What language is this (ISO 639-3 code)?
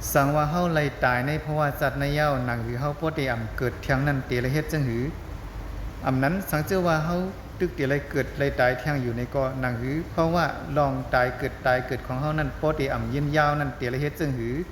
shn